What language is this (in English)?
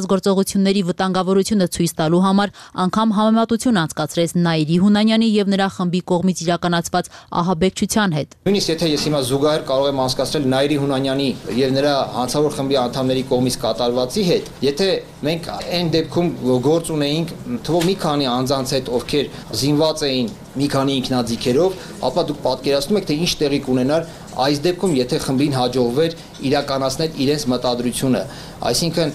Armenian